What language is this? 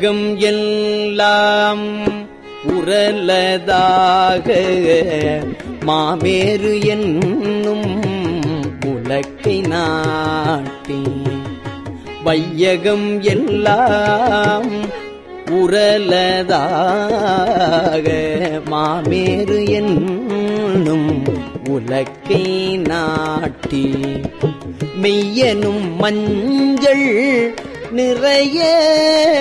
Tamil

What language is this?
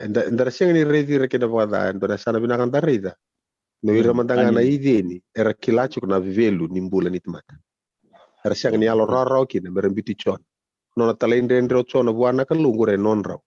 Fijian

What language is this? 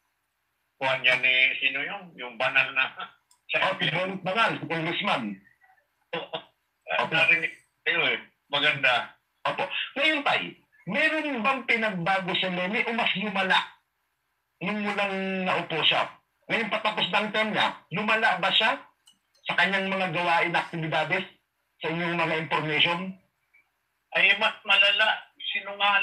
Filipino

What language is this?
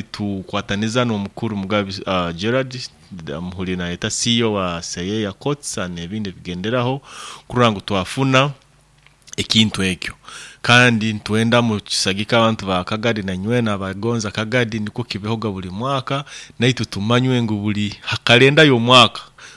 Nyoro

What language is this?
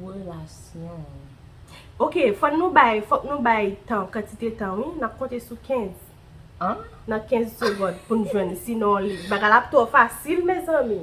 Haitian Creole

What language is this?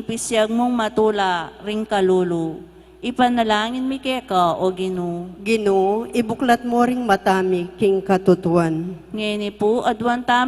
Pampanga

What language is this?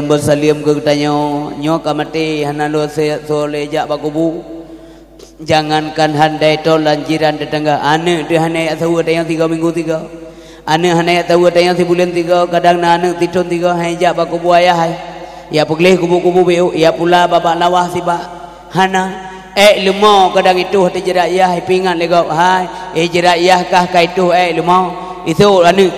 Achinese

